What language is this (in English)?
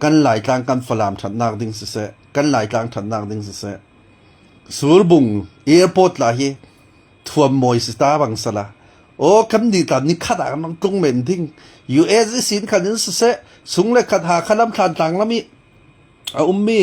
Falam Chin